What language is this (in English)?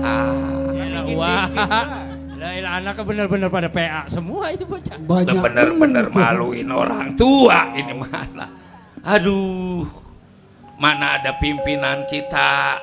Betawi